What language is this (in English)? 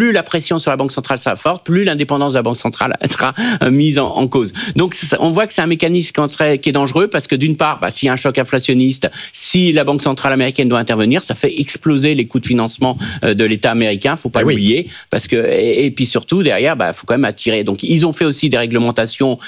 French